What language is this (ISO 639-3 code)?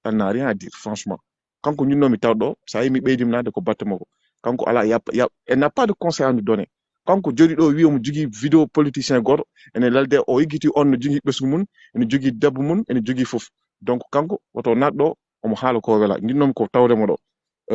ful